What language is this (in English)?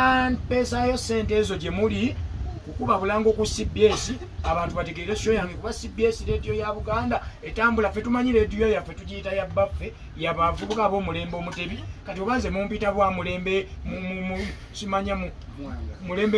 Ganda